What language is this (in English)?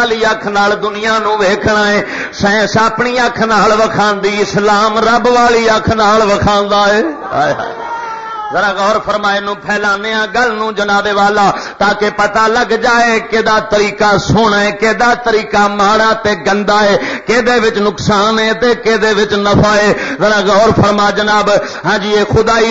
Western Panjabi